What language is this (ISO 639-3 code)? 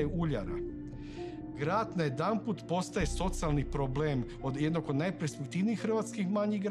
hrv